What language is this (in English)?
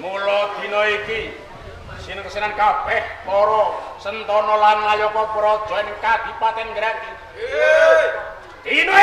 Javanese